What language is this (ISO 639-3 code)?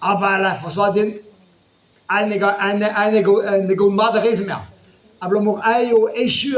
bre